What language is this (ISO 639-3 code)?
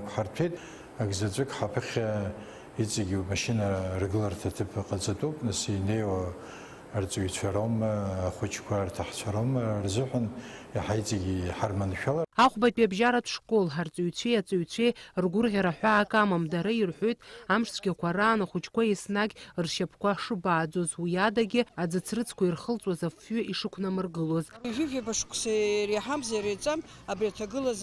abk